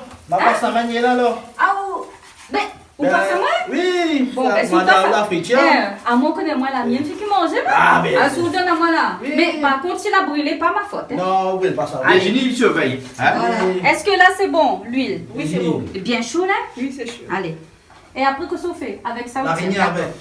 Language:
Réunion Creole French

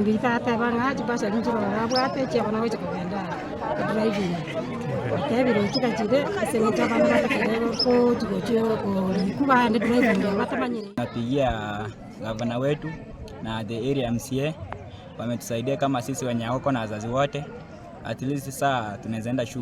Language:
Gusii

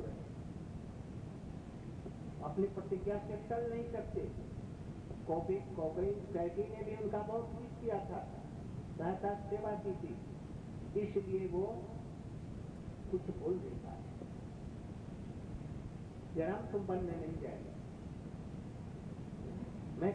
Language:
Hindi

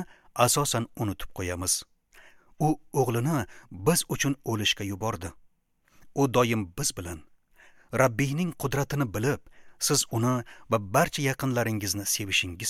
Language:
Uzbek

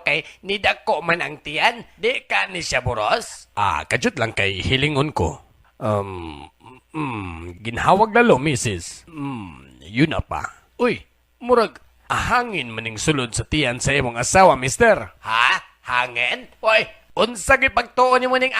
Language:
Cebuano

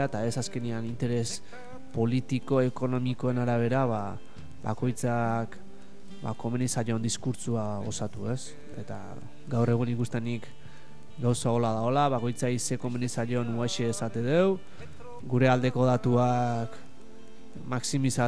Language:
Basque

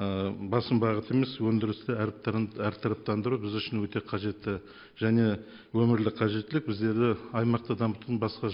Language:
Kazakh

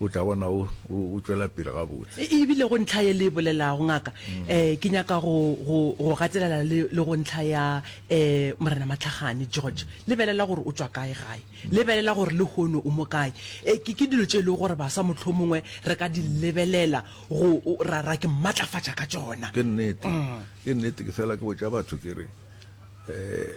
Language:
Northern Sotho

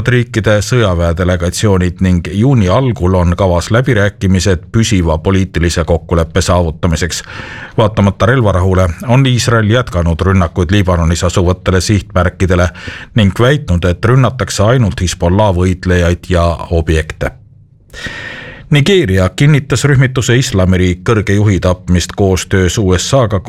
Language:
Estonian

